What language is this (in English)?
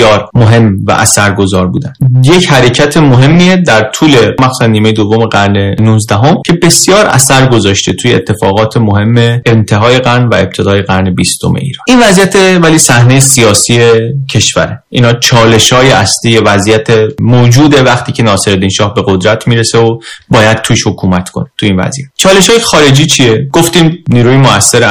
Persian